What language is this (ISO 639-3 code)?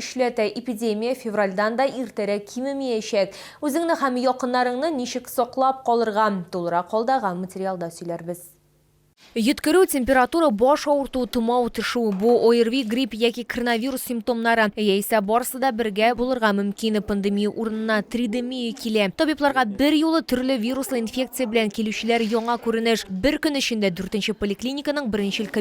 tat